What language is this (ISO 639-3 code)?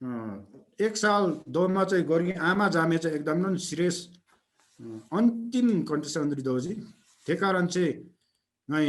taj